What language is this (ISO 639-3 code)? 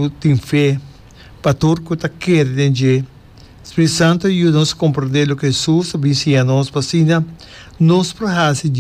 pap